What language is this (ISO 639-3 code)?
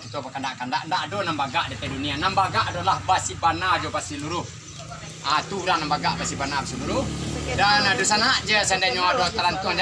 min